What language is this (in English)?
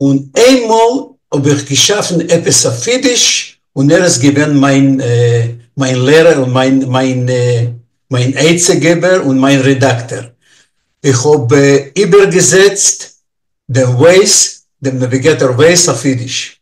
Yiddish